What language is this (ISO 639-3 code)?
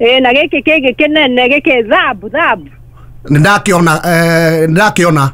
kik